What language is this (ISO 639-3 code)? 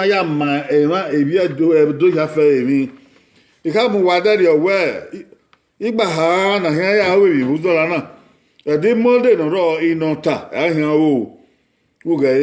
bin